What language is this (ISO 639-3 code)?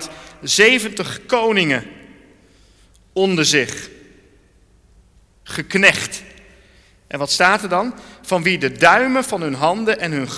nld